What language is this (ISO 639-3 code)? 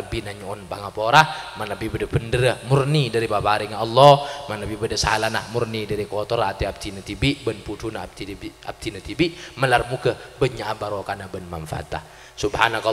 mad